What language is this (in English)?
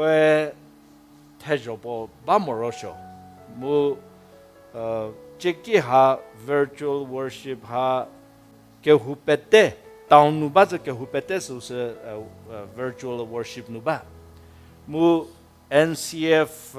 Angami Naga